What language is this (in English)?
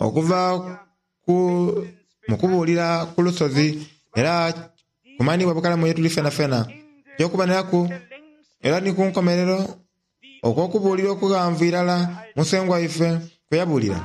Soga